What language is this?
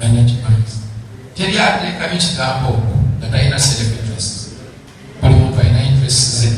Ganda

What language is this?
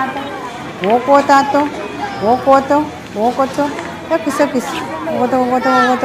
Pohnpeian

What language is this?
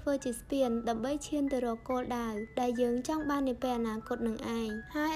Khmer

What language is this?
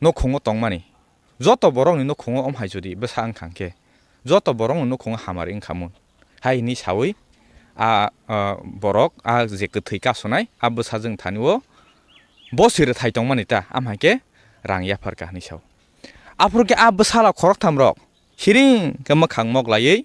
Kok Borok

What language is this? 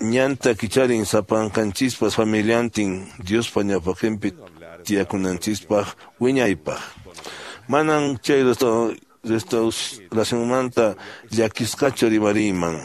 Quechua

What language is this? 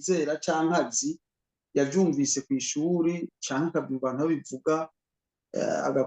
Rundi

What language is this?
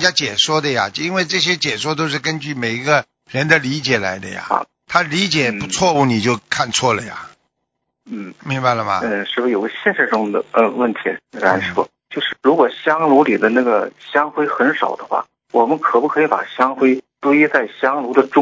Chinese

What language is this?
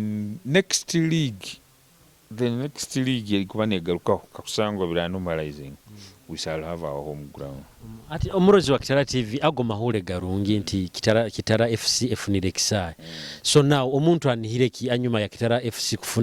Nyoro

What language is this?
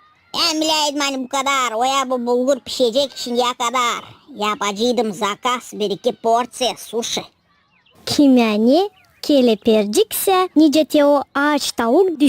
Gagauz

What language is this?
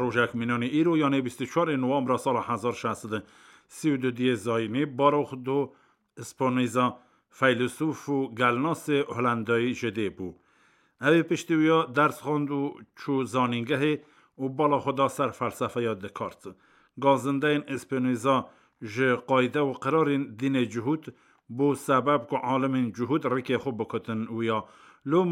Kurdish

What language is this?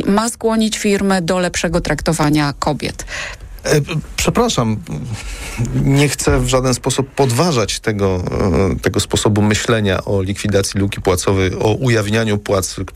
Polish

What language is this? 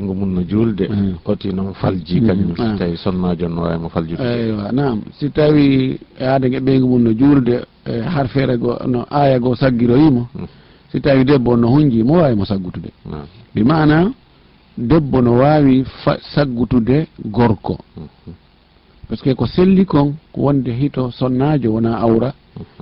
Fula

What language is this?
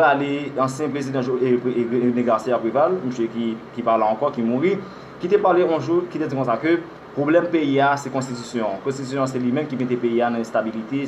Haitian Creole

